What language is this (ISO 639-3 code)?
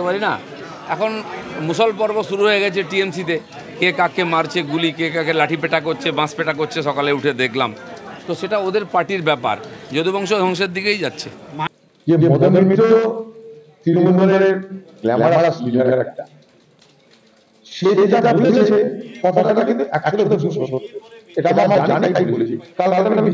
ben